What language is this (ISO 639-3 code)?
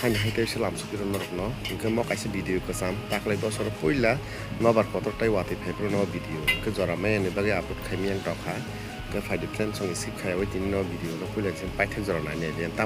trp